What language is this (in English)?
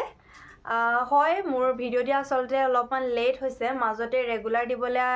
Assamese